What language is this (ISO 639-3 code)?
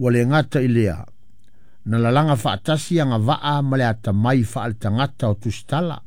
smo